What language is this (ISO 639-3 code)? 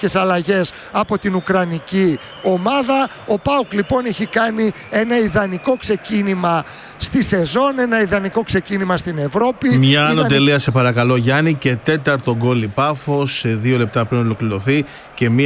ell